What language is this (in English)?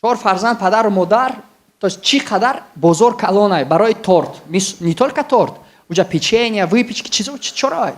Tajik